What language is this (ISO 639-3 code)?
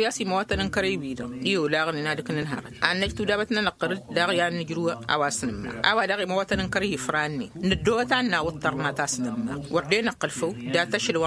taq